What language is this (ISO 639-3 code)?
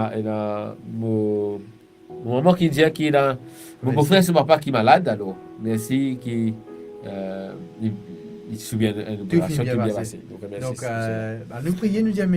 mfe